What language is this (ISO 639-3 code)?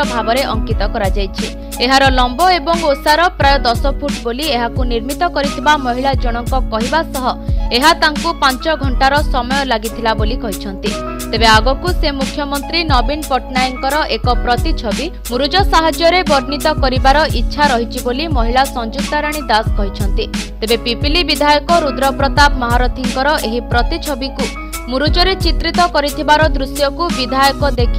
ori